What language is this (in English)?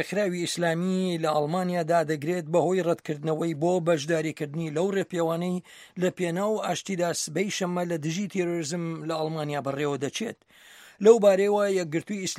Central Kurdish